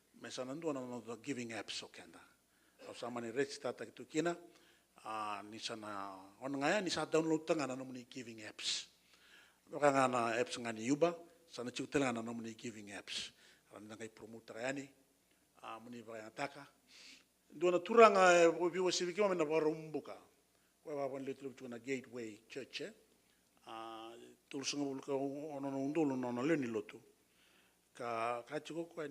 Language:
Fijian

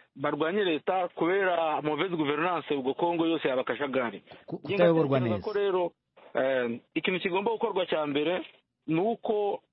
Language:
Kinyarwanda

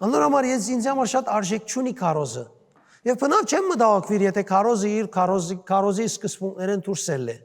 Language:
Western Armenian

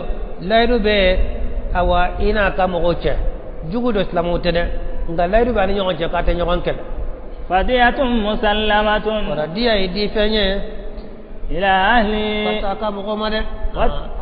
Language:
Bambara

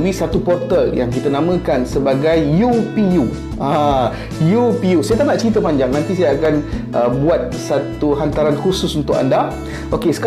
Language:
Malay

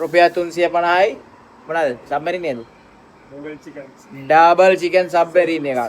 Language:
Sinhala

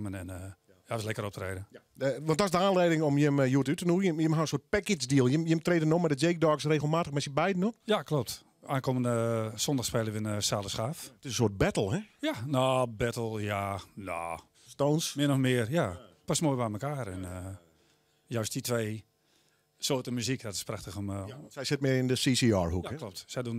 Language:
Western Frisian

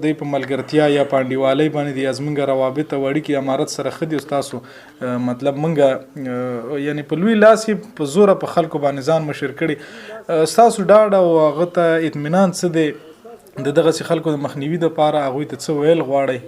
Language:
Pashto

